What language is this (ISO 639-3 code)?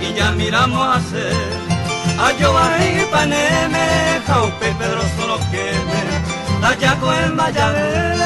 grn